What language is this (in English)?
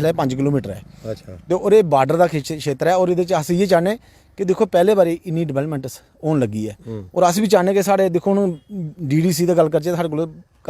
Dogri